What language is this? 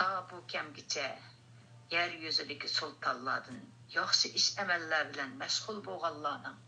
Uyghur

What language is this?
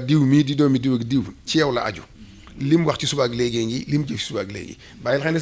Wolof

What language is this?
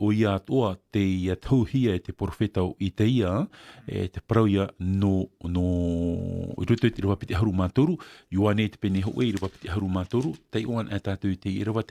Tahitian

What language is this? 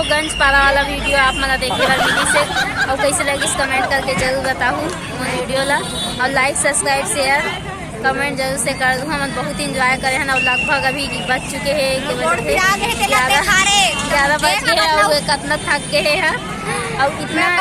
Chhattisgarhi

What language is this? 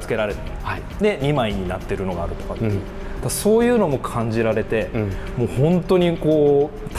Japanese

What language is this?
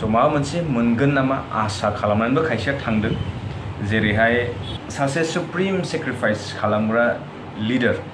Bodo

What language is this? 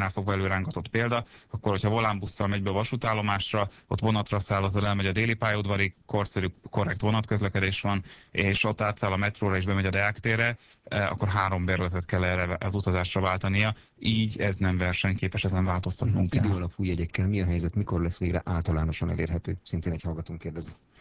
Hungarian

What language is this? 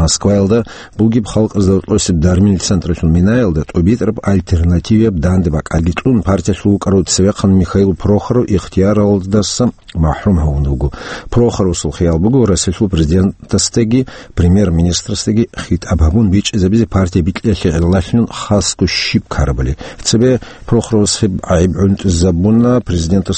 Avaric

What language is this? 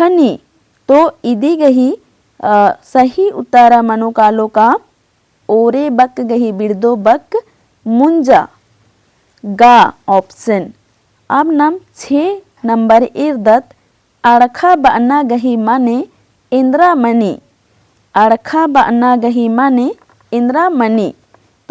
Kurukh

